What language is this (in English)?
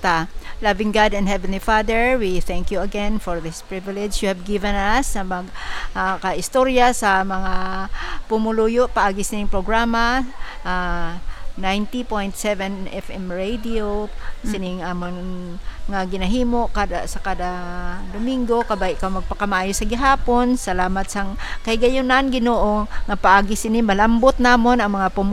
Hiligaynon